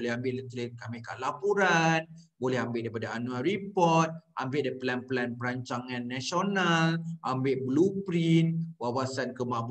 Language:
Malay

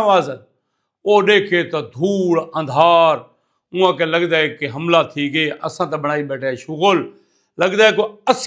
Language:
Saraiki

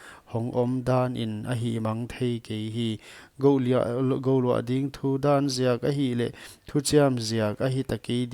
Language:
Paite Chin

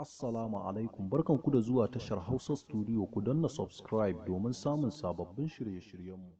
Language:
Hausa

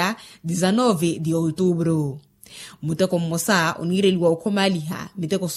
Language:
Makhuwa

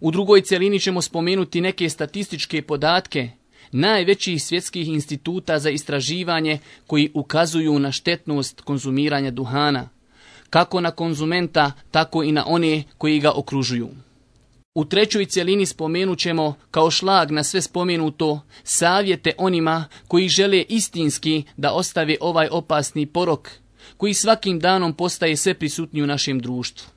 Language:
Bosnian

